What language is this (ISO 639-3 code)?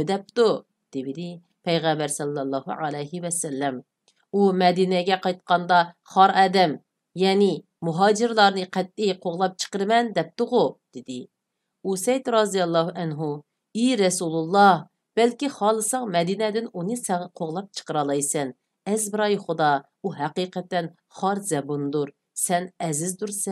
uig